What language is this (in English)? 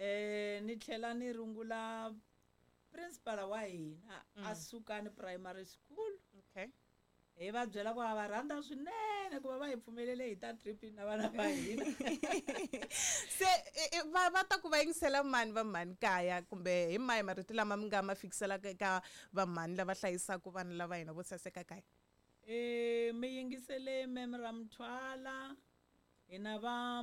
Tsonga